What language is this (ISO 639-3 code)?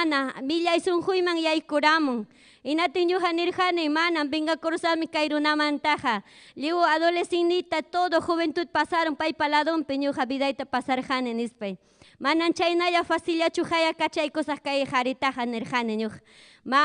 quy